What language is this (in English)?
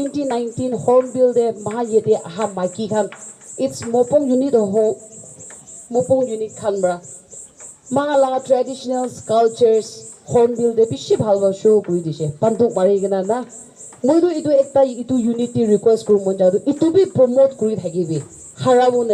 Naga Pidgin